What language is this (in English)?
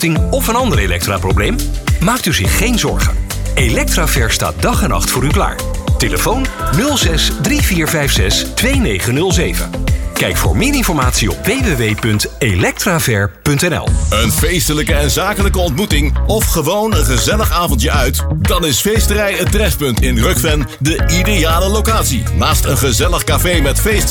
Dutch